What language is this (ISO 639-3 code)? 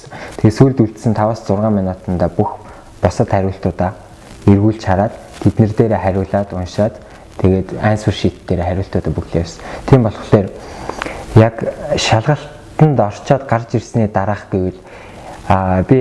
mon